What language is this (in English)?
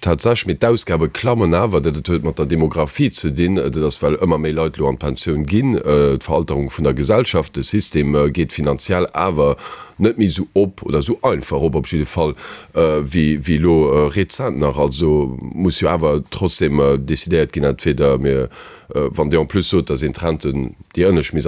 Luxembourgish